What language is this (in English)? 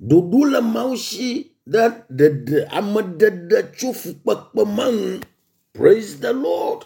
Ewe